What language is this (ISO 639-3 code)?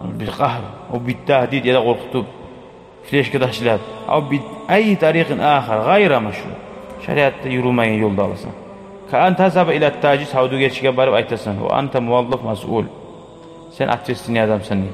kum